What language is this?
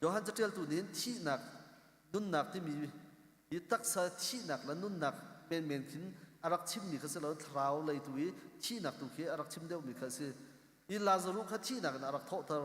Hakha Chin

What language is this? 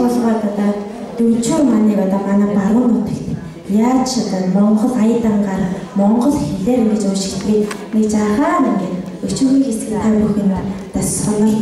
Mongolian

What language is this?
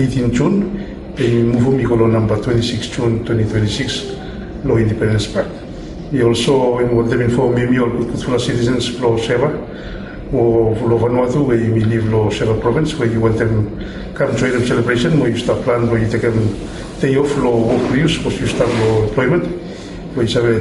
Bislama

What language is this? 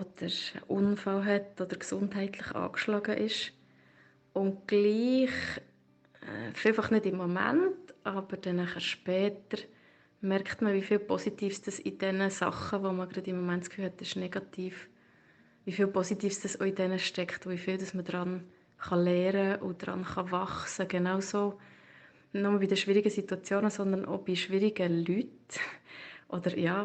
Swiss German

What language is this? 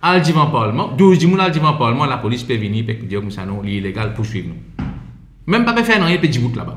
Morisyen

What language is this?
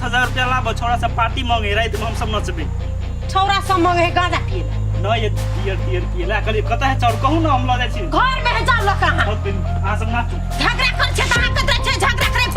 Maithili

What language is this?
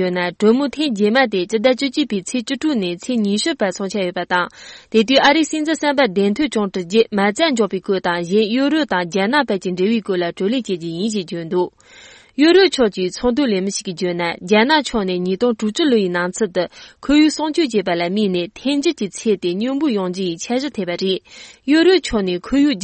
Tibetan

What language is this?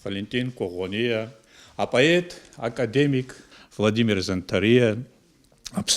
Abkhazian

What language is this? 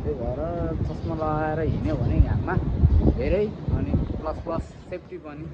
Nepali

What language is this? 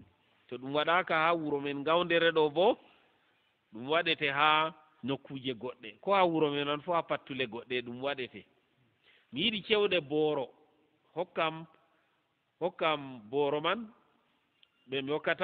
Fula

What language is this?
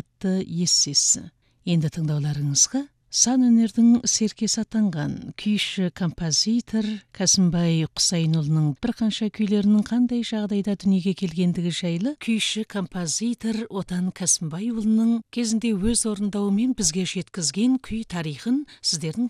Kazakh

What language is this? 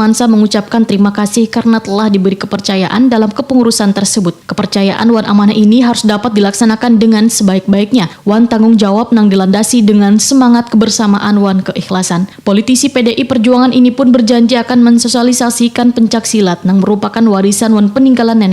Banjar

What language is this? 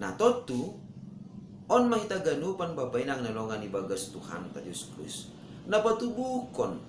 Batak Simalungun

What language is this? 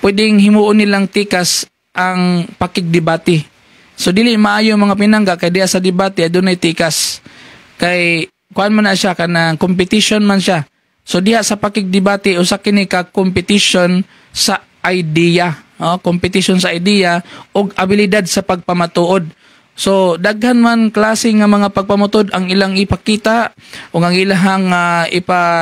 Cebuano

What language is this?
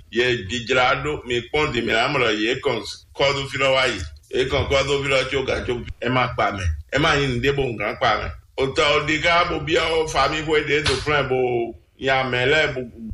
Fon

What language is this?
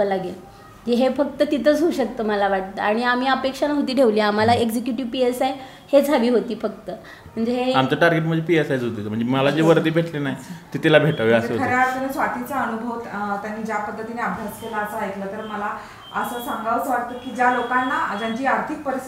Marathi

